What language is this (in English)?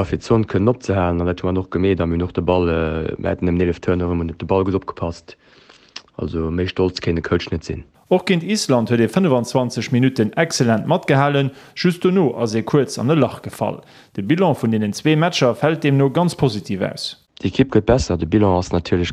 Luxembourgish